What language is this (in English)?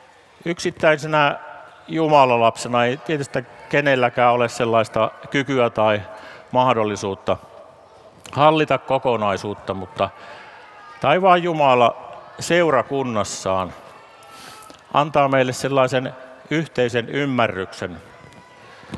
Finnish